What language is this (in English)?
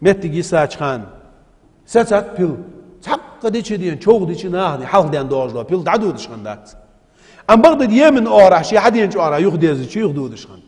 Ingush